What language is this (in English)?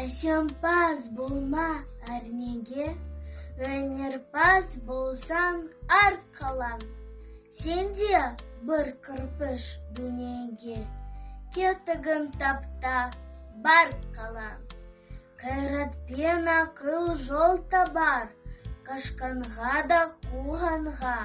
Kazakh